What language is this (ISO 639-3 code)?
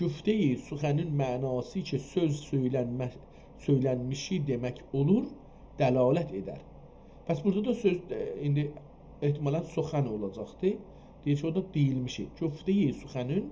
azb